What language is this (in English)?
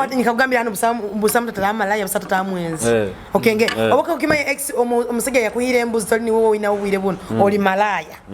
Nyoro